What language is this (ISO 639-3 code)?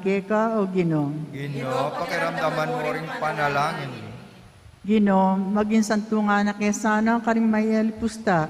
pam